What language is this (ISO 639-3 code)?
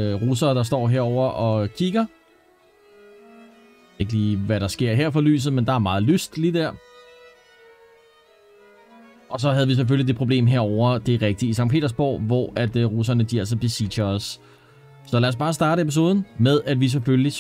dan